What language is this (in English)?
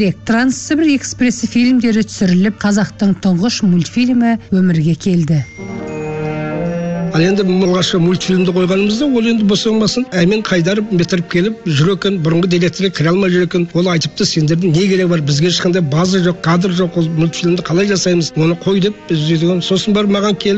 Kazakh